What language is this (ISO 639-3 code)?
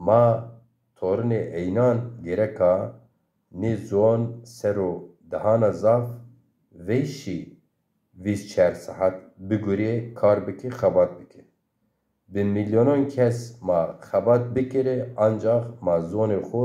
zza